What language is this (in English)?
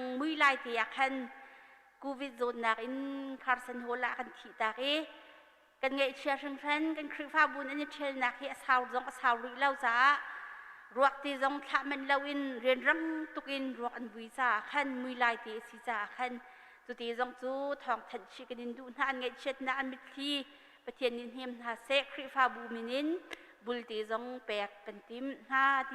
Hakha Chin